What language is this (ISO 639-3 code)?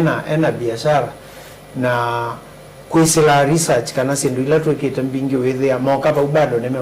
kam